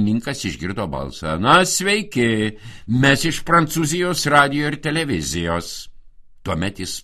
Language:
Lithuanian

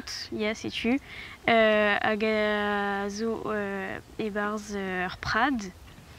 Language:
Breton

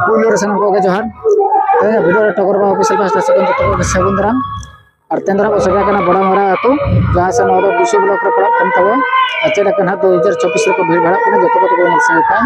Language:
Santali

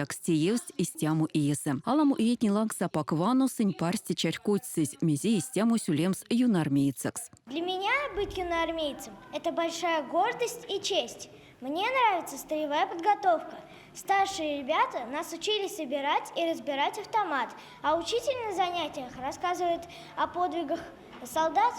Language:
Erzya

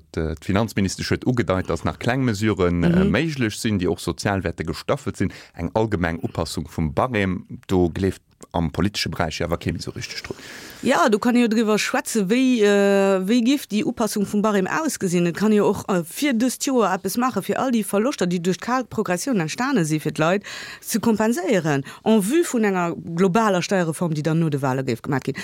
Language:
Luxembourgish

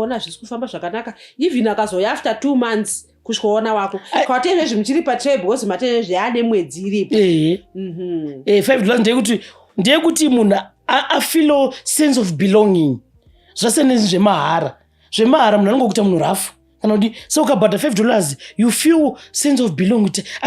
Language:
Shona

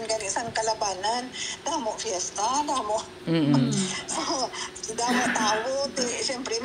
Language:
Hiligaynon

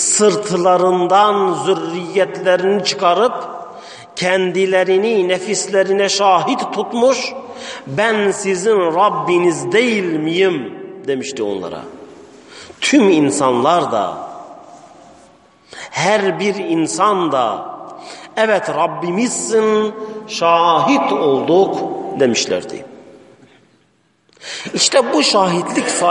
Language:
Turkish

